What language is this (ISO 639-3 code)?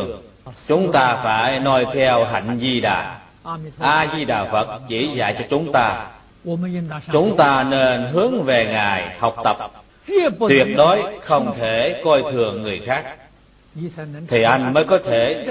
vie